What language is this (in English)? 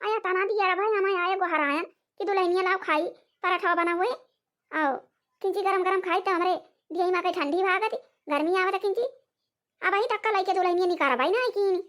Awadhi